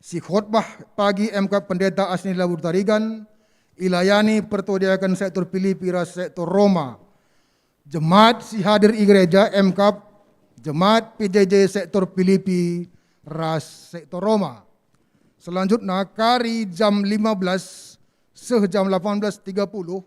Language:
Batak Karo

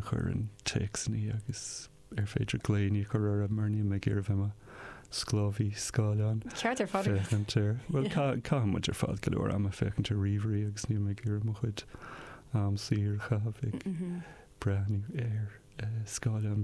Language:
Irish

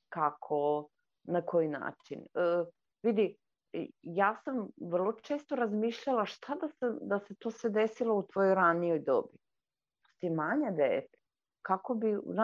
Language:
Serbian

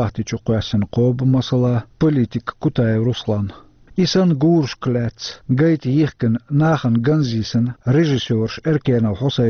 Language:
Chechen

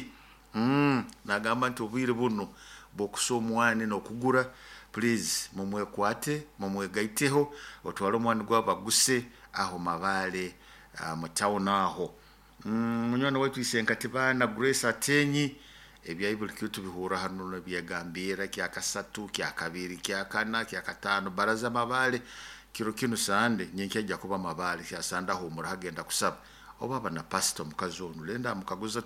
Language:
Nyoro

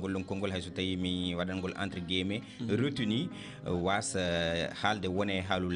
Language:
Fula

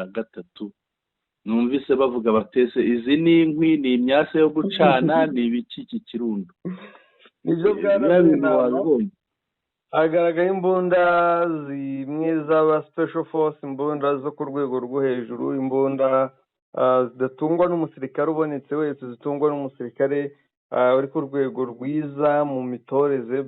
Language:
Kinyarwanda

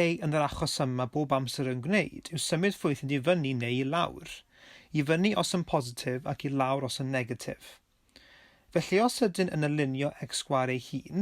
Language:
Welsh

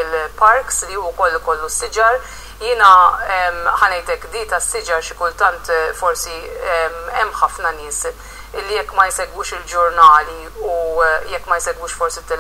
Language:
Maltese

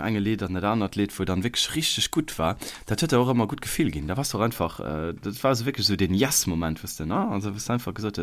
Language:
Luxembourgish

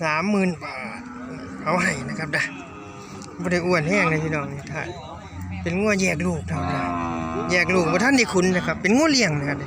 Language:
Northeastern Thai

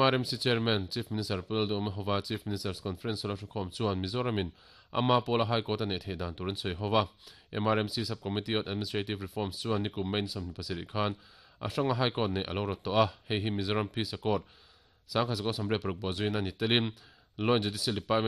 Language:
Mizo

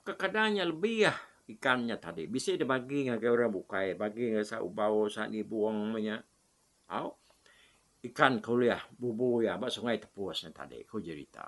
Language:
Iban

